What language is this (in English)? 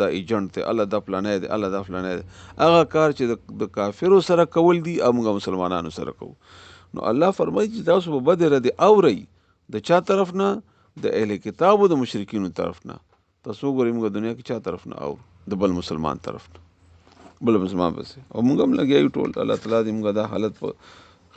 Pashto